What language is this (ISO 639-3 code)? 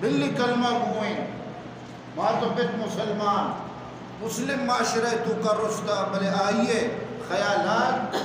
bgp